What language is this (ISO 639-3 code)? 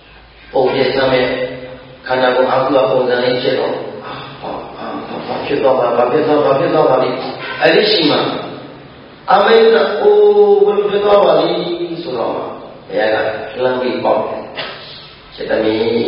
mya